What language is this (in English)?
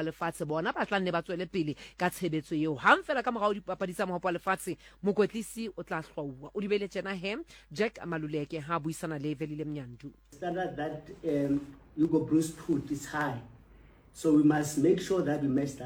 Southern Sotho